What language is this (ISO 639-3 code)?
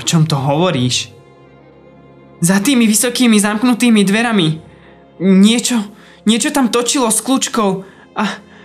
slk